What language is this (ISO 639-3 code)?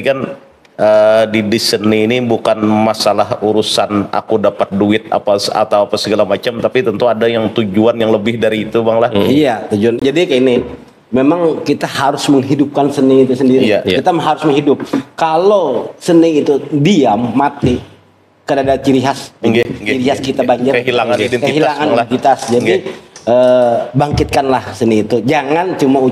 bjn